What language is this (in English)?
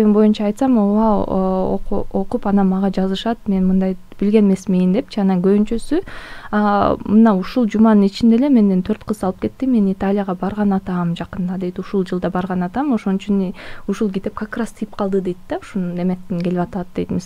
Kyrgyz